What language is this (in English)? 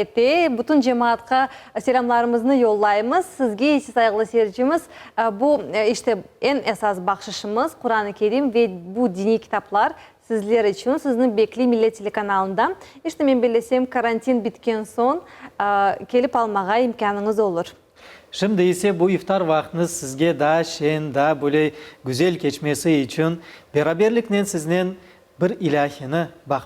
Crimean Tatar